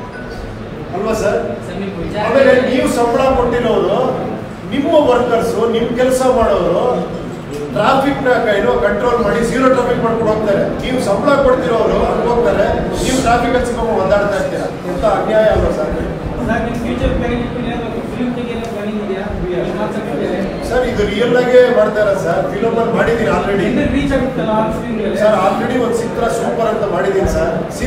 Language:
Kannada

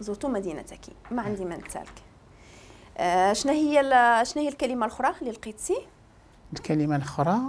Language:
Moroccan Arabic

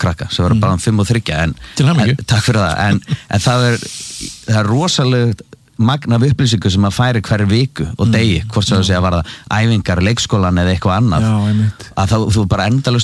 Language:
Icelandic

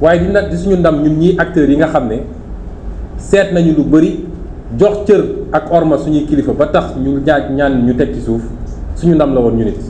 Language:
Wolof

